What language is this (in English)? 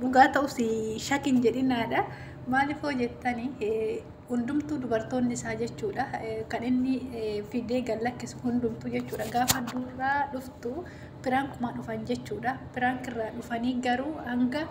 Oromo